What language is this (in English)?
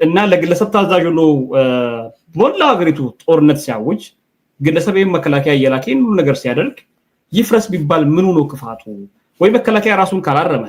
Amharic